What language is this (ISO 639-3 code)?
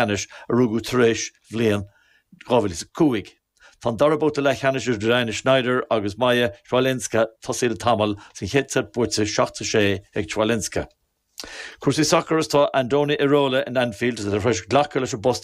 gle